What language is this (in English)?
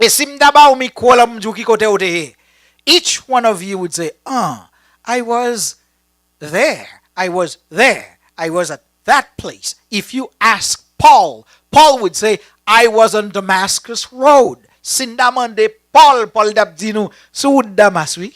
Haitian Creole